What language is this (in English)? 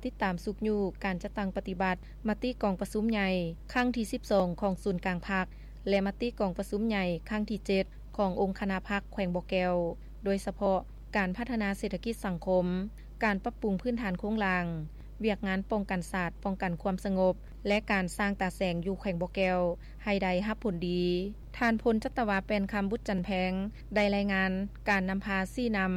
Lao